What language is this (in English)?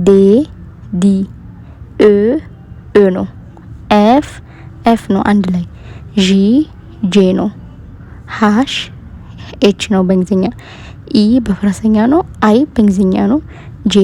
Amharic